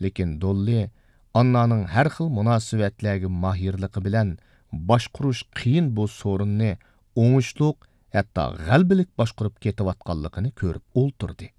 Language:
Uyghur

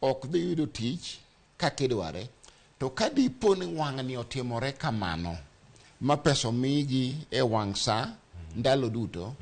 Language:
Luo (Kenya and Tanzania)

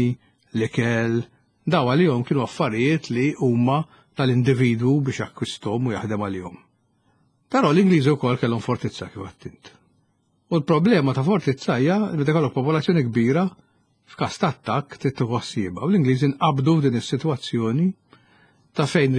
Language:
Maltese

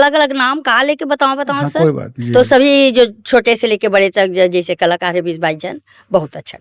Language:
Chhattisgarhi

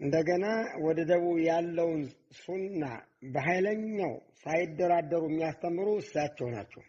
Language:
Amharic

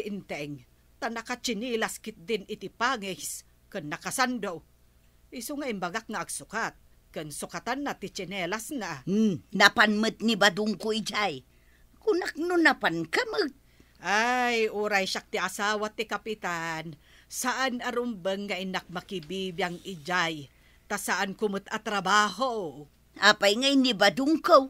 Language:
Iloko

